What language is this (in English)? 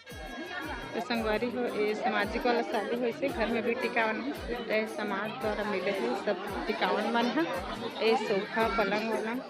Chhattisgarhi